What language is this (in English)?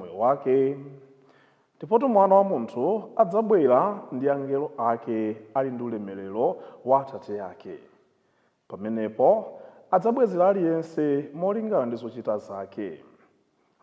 Nyanja